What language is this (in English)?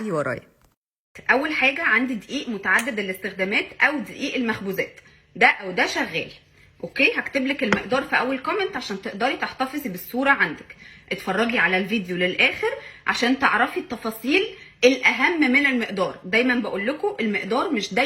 Egyptian Arabic